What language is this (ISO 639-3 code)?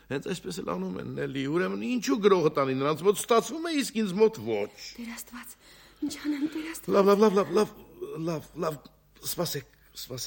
hye